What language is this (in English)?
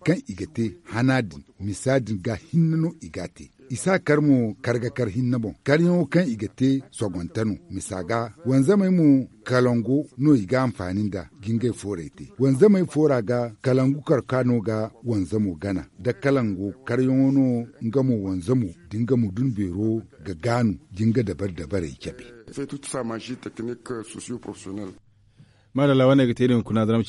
Zarma